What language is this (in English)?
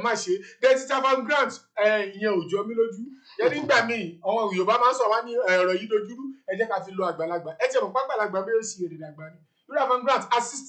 Yoruba